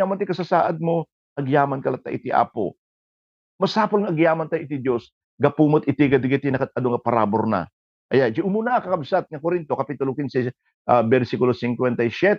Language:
Iloko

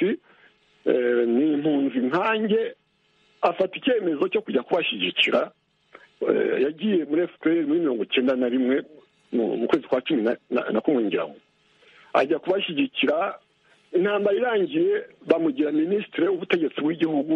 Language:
Kinyarwanda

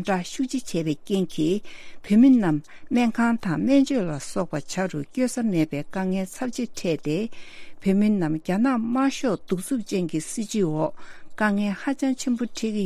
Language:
Tibetan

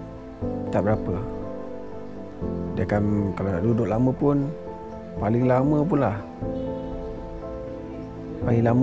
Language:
Malay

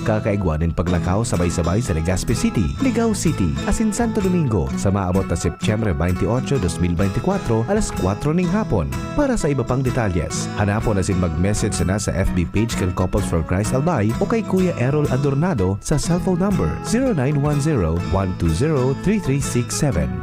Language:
Bikol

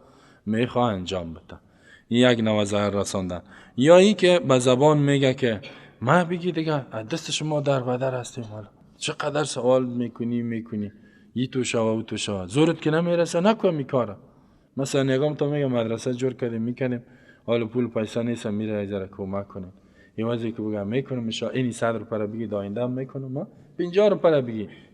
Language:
Persian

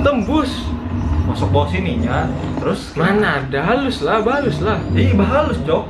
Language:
Banjar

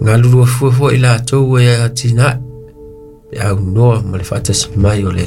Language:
Samoan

